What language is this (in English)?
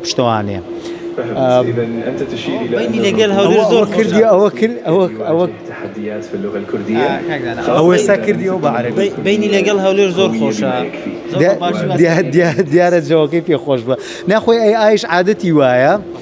Central Kurdish